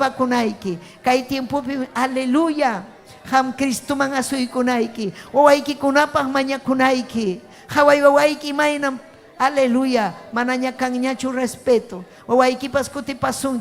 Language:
Ayacucho Quechua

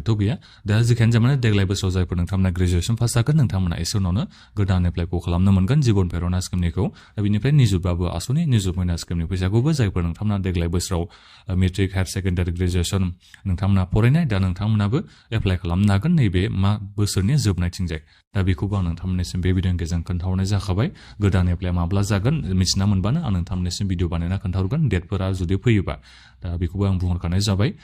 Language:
Bodo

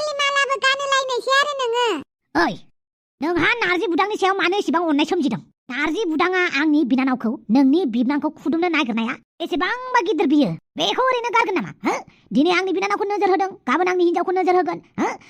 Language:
Bodo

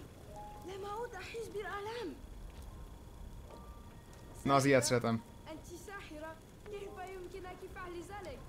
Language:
Hungarian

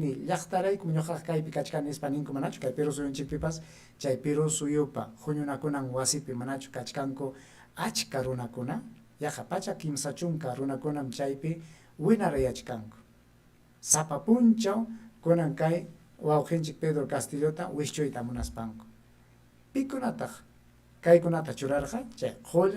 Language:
Ayacucho Quechua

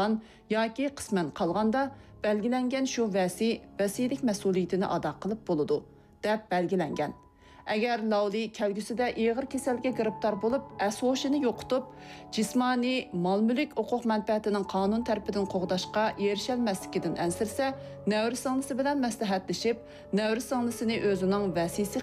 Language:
Uyghur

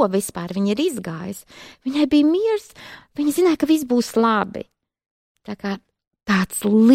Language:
Latvian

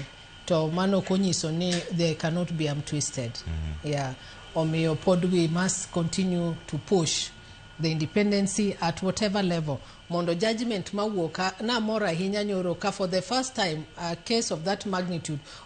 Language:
Luo (Kenya and Tanzania)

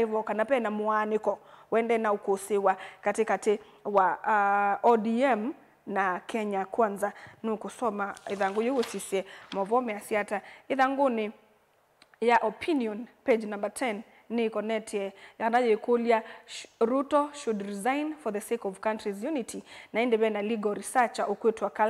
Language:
Kamba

